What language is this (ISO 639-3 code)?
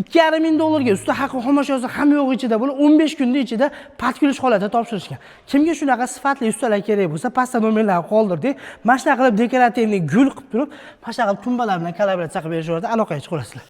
uzb